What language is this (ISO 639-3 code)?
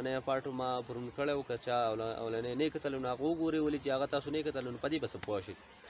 pus